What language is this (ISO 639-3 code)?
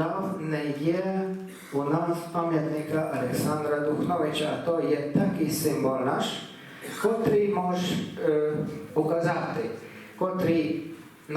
rue